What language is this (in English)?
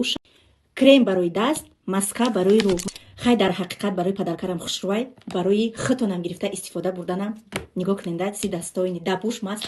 Tajik